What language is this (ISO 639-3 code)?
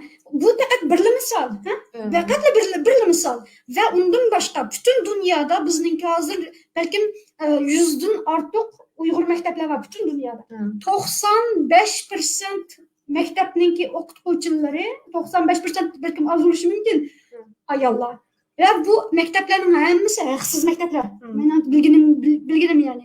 uig